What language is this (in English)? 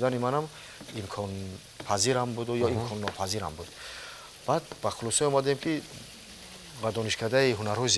Tajik